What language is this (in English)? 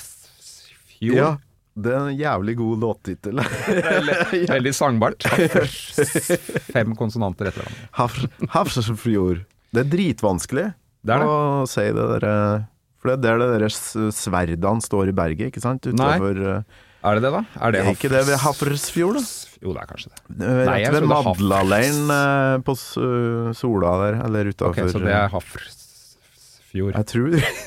Norwegian